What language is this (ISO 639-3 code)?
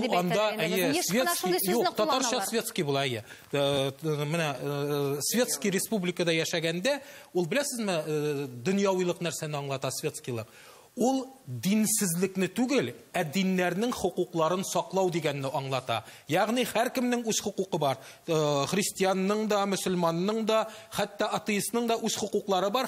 tat